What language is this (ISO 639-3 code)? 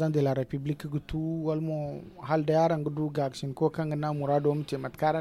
dje